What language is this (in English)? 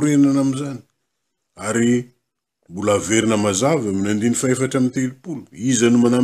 Malagasy